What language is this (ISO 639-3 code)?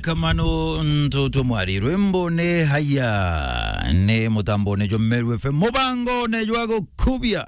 mer